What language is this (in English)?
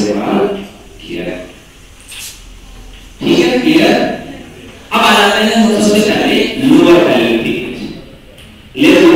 Hindi